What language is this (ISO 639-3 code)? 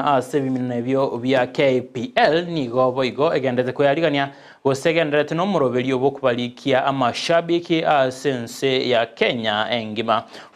guz